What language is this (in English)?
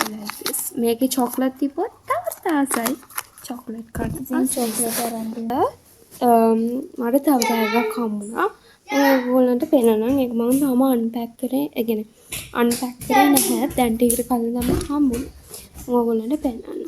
Sinhala